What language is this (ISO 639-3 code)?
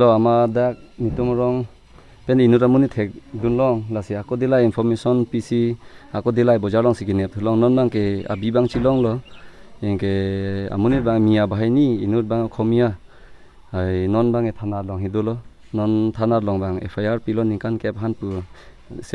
mjw